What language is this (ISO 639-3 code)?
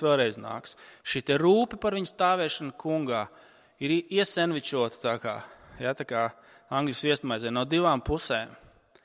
lav